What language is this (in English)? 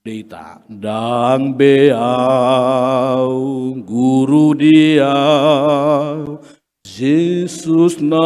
Batak Toba